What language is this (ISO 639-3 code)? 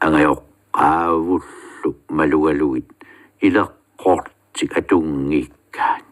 kal